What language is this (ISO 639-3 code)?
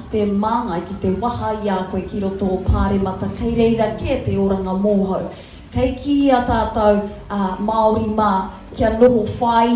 mri